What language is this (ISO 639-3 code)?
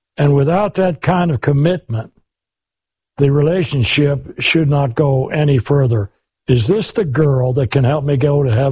eng